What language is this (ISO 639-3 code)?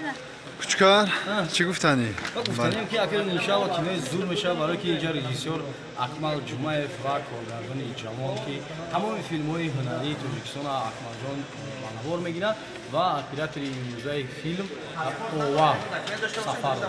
tgk